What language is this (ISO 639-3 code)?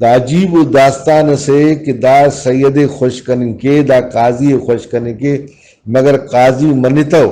brh